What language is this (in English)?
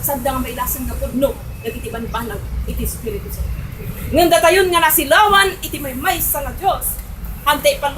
Iloko